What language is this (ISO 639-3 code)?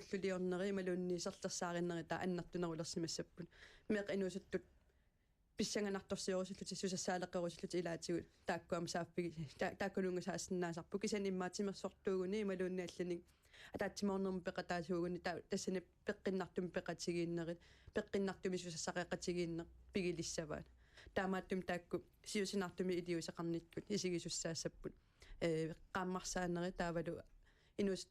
kal